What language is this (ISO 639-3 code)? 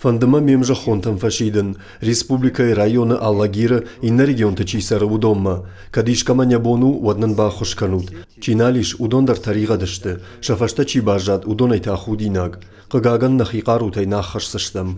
oss